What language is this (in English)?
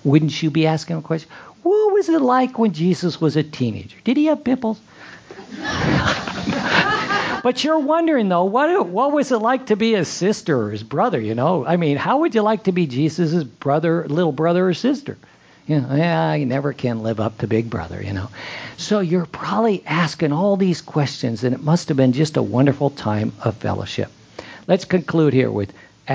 English